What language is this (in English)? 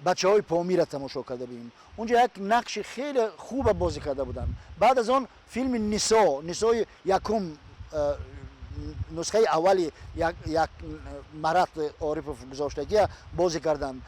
Tajik